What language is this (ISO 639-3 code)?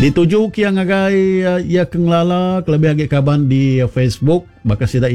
iba